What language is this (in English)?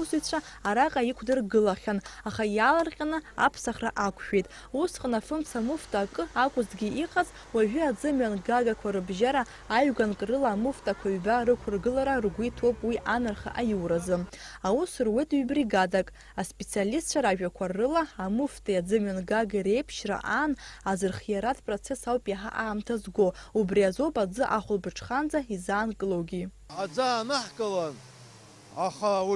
Abkhazian